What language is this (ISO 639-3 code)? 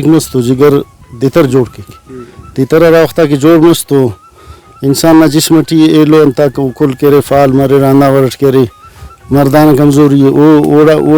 brh